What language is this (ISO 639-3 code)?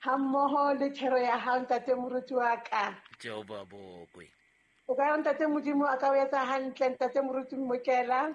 sot